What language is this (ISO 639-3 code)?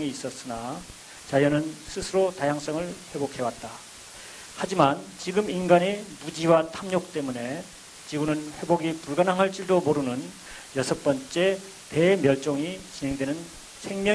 kor